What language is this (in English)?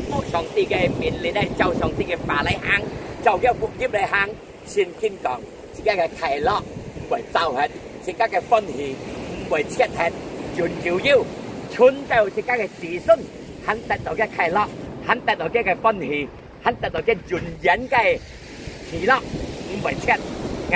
Hakka Chinese